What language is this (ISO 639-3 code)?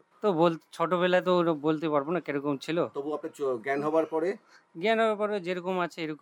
ben